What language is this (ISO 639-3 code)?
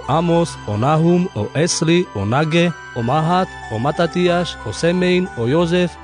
rmc